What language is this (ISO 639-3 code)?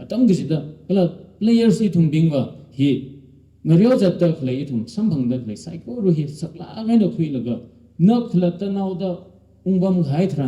nmf